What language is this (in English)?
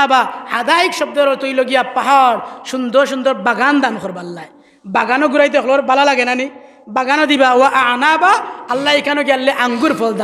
Sylheti